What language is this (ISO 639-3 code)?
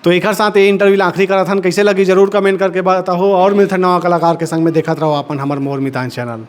hne